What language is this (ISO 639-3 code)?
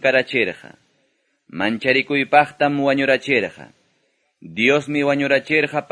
que